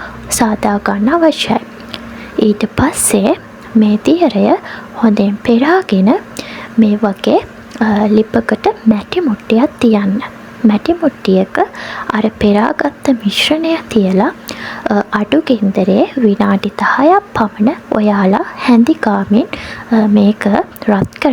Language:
Sinhala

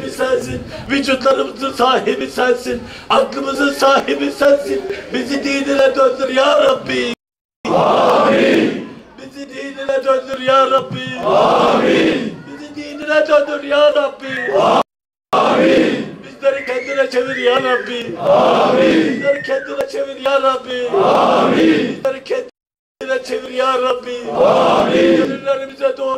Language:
Turkish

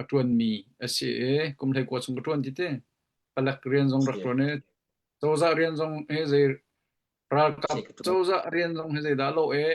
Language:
Hakha Chin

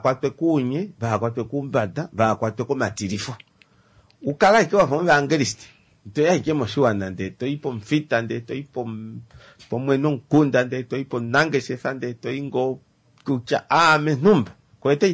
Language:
Kuanyama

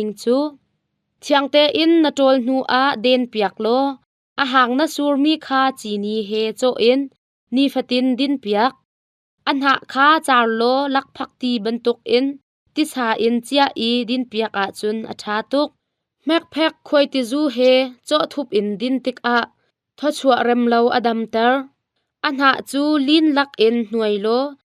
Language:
Hakha Chin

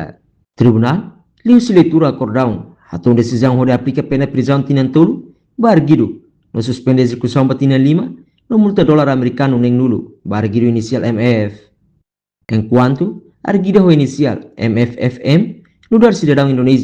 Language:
Tetum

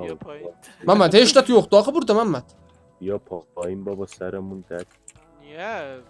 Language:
South Azerbaijani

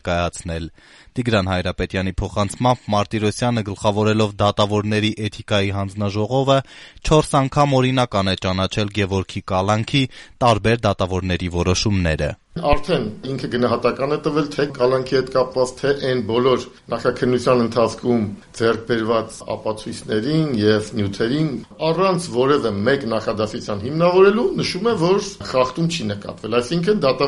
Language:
Armenian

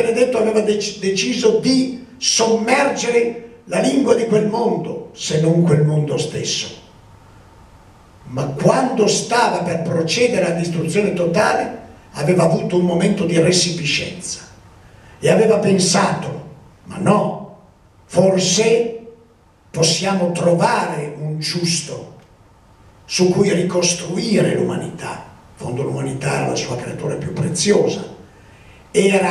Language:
Italian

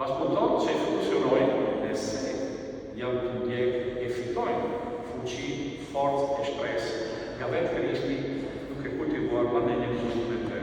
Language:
Albanian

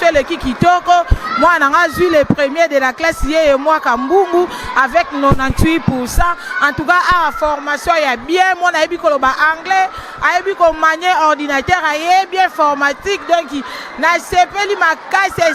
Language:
Lingala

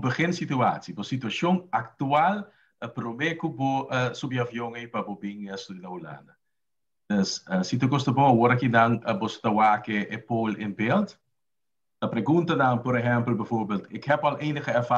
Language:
Papiamento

